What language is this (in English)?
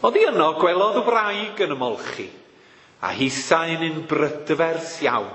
Welsh